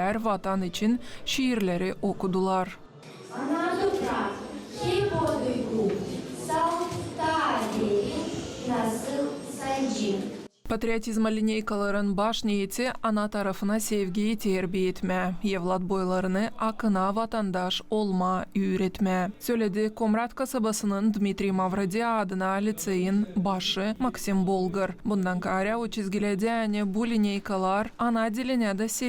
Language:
Gagauz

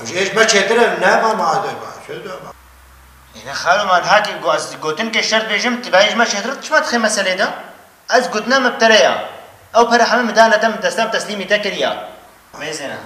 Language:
Kurdish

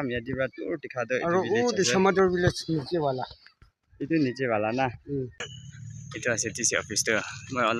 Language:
Naga Pidgin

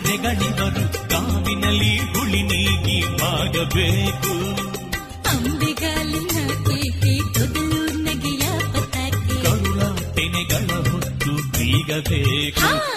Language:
Kannada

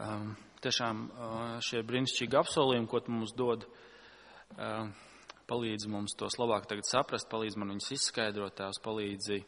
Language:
Latvian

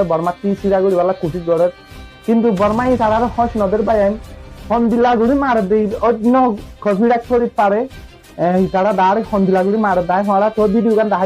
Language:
Rohingya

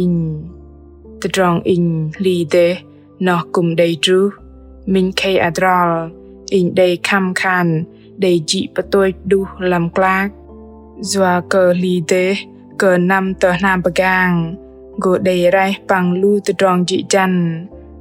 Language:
Bahnar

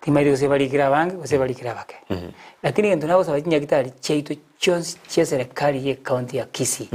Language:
Gusii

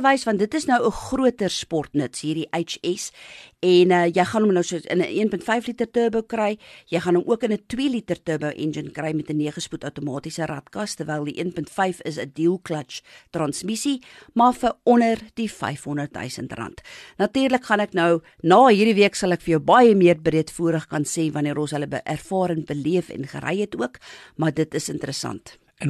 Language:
Afrikaans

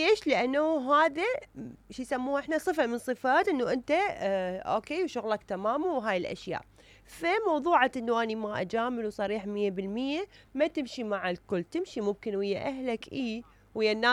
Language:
Mesopotamian Arabic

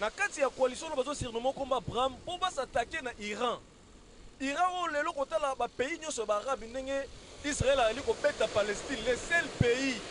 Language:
Lingala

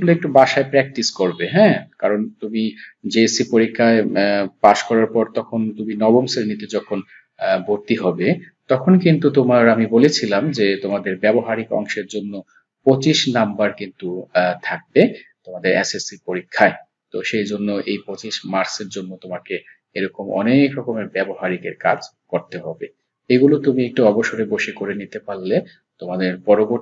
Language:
Bangla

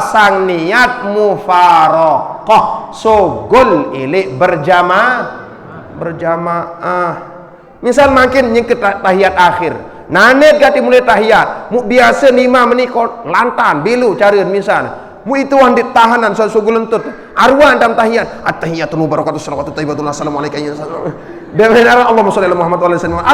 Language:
Sasak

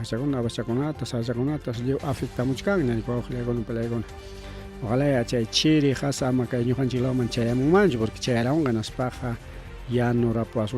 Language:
Ayacucho Quechua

